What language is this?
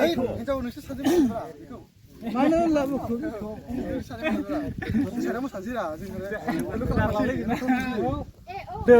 Bodo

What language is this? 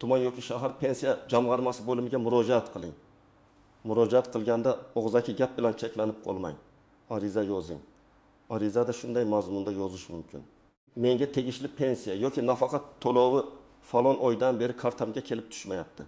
Uzbek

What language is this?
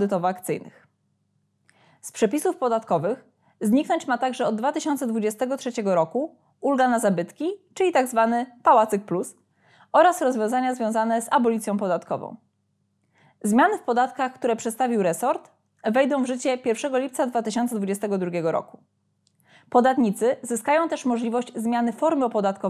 Polish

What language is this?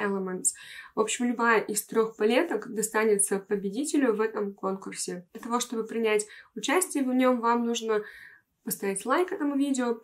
Russian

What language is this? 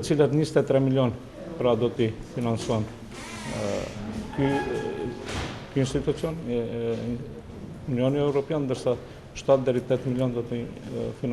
Albanian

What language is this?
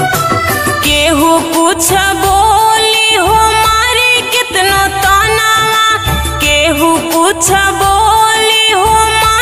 Bhojpuri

